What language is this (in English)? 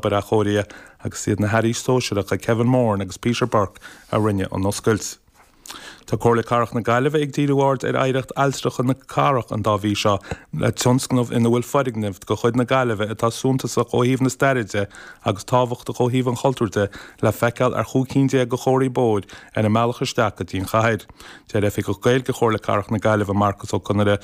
Irish